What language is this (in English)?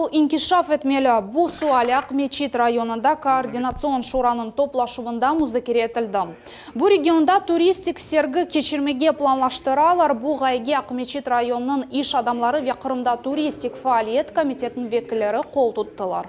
Crimean Tatar